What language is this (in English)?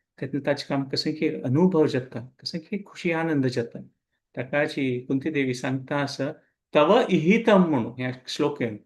Konkani